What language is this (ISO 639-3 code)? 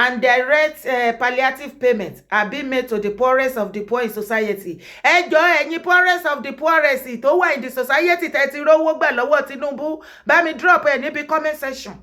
yor